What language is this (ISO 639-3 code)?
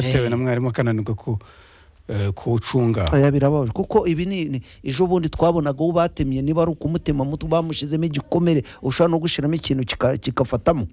kin